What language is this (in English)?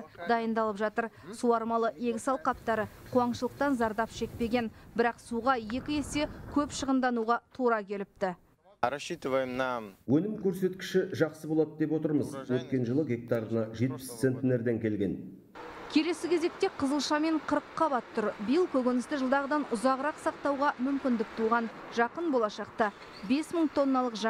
Kazakh